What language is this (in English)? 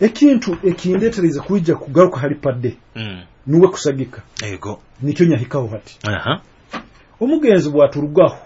Nyoro